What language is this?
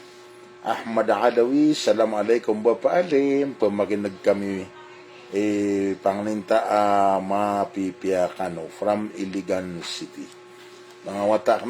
Maranao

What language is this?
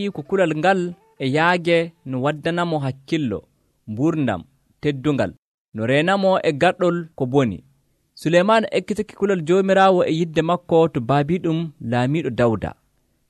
Nigerian Fulfulde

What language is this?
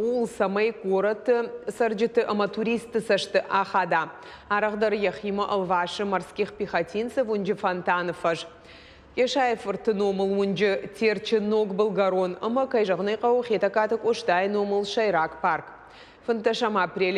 Ossetic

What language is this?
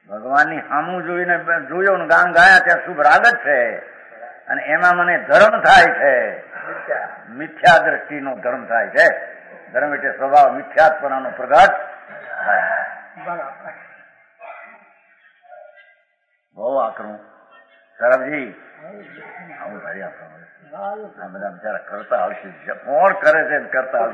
Gujarati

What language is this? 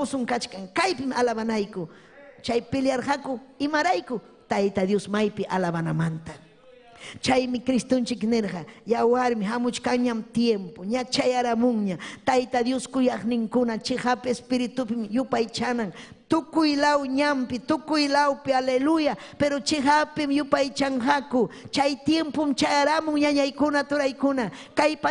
Ayacucho Quechua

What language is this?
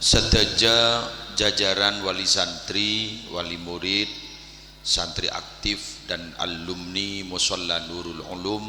Madurese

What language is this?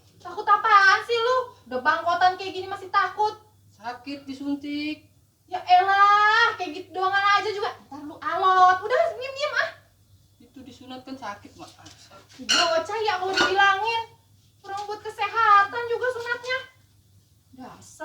Betawi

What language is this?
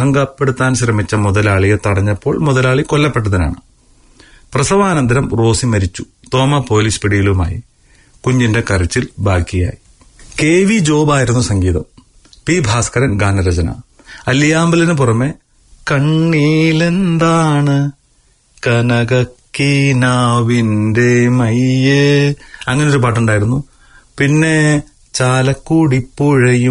Malayalam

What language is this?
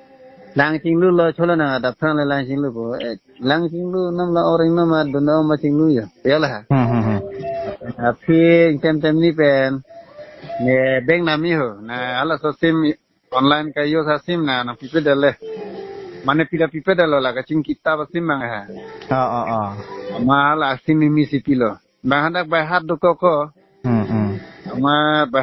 Karbi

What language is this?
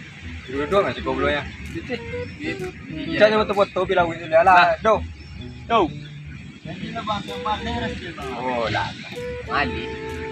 Minangkabau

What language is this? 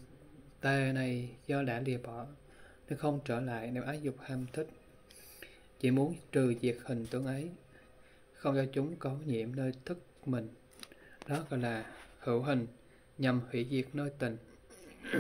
Vietnamese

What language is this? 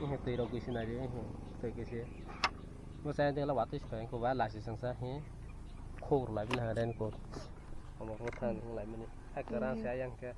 Kok Borok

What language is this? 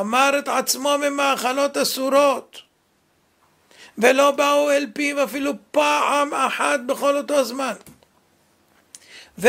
Hebrew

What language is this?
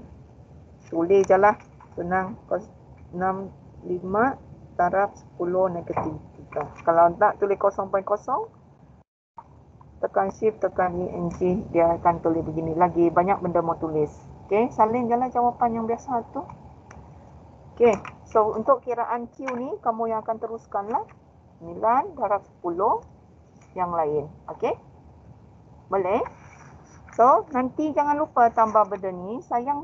Malay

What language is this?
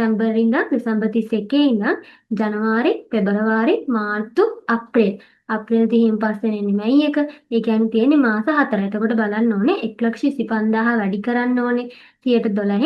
Sinhala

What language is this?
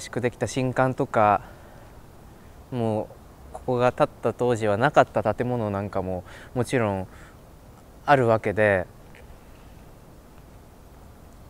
Japanese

